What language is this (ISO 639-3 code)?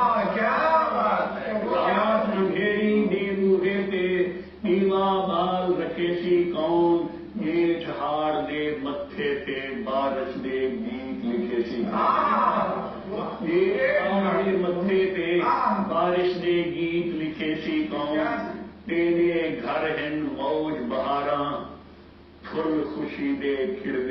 skr